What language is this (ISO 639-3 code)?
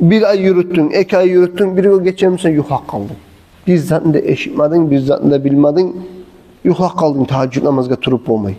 kum